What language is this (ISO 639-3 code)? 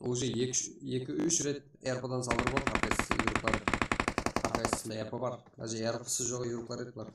kaa